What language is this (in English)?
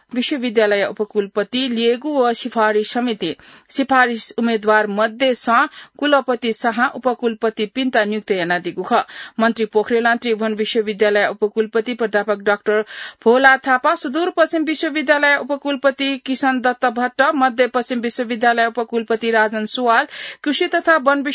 Newari